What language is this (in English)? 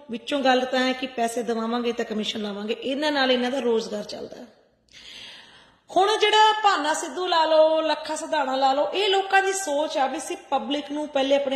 Punjabi